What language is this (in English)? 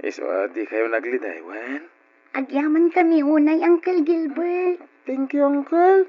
Iloko